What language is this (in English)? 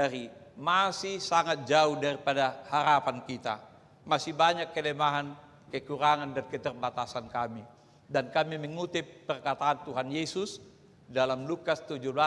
Batak Toba